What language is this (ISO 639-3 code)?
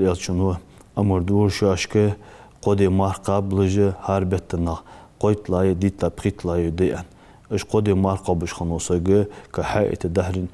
inh